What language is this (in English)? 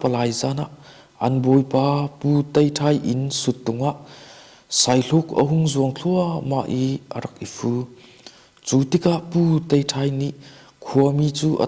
Hakha Chin